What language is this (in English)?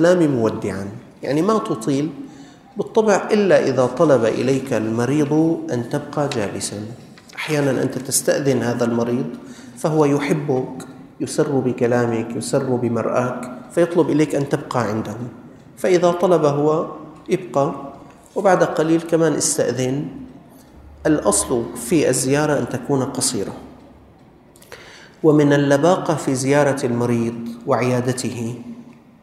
Arabic